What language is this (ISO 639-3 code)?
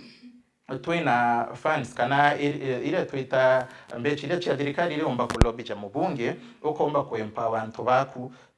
mer